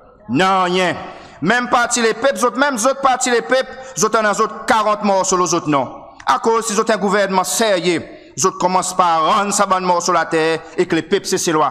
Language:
Seselwa Creole French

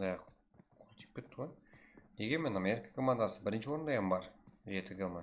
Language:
Kara-Kalpak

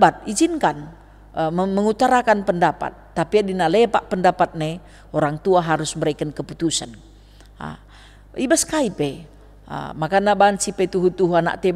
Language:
Batak Karo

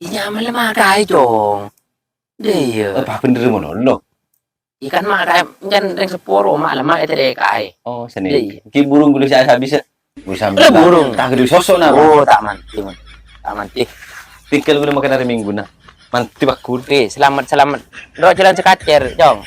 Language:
Madurese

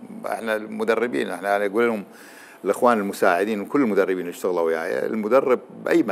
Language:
Mesopotamian Arabic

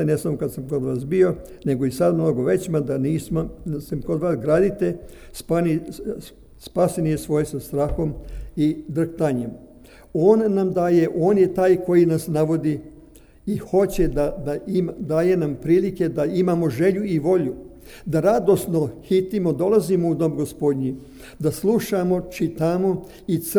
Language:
Serbian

